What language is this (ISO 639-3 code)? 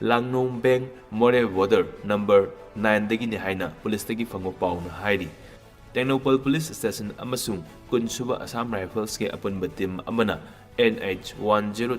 mni